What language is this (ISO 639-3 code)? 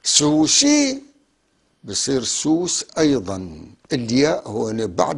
apc